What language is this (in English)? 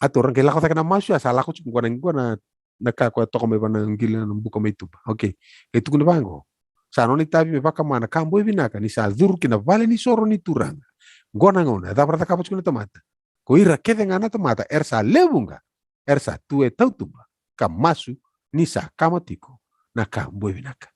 Fijian